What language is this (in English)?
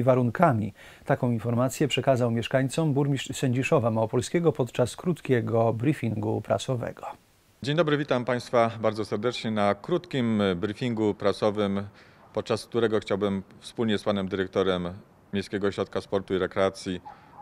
Polish